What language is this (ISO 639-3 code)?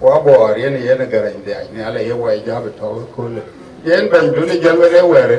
din